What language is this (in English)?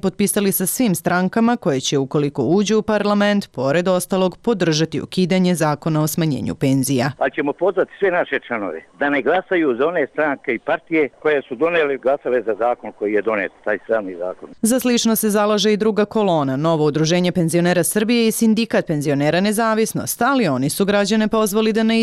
Serbian